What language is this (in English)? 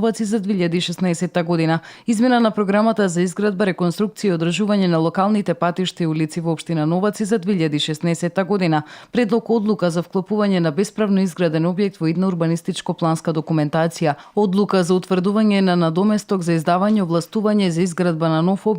Macedonian